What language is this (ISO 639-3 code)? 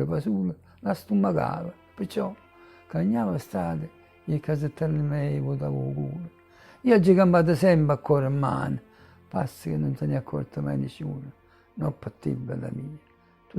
nap